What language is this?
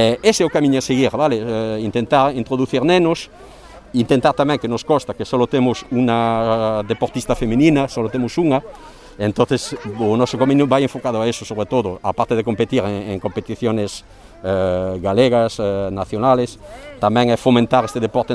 Galician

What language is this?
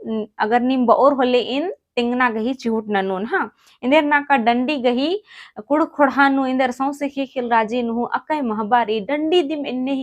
Kurukh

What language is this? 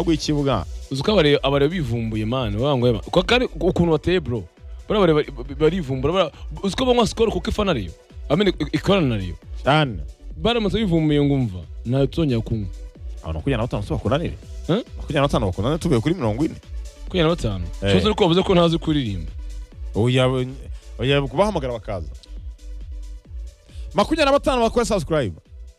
Kinyarwanda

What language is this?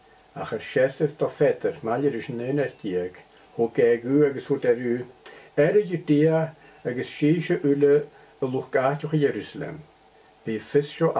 Scottish Gaelic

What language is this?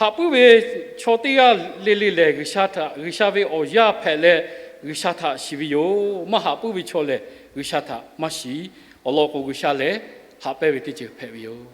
Lahu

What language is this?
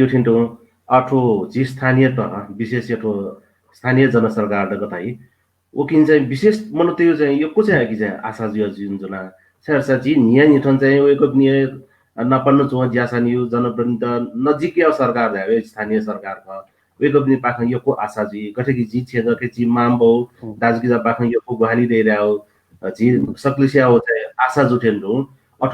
Newari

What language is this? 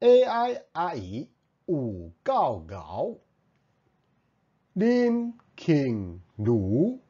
Min Nan Chinese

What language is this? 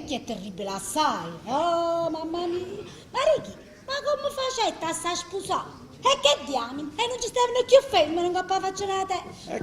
Neapolitan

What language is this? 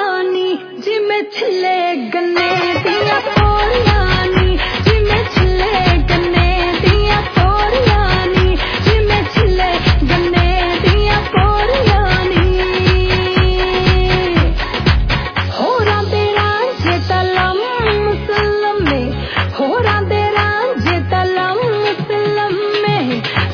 Punjabi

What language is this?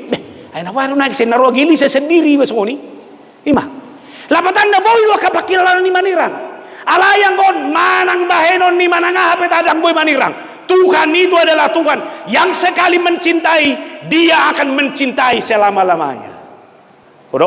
Batak Toba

